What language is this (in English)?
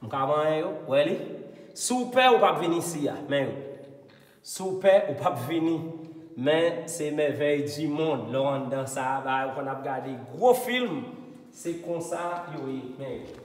Haitian Creole